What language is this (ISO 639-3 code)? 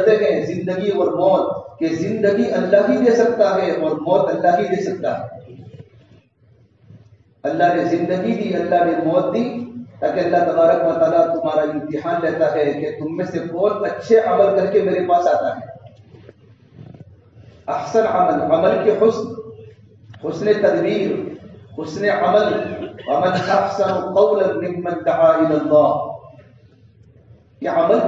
urd